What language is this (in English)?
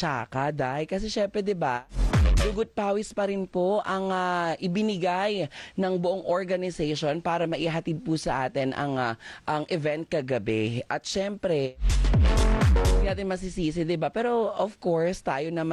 Filipino